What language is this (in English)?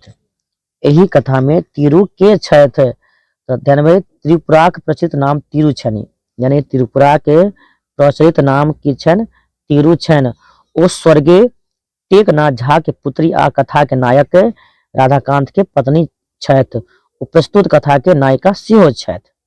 Maithili